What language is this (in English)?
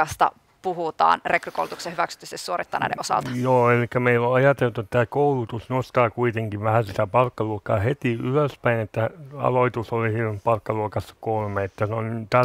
Finnish